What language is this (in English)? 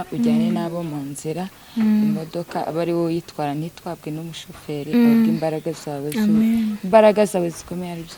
Kinyarwanda